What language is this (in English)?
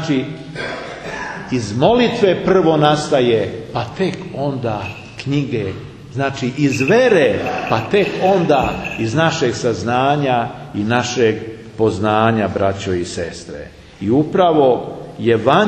Serbian